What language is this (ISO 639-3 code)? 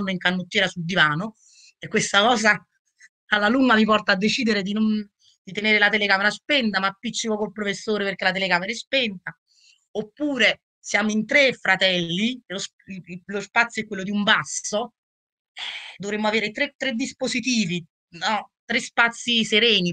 ita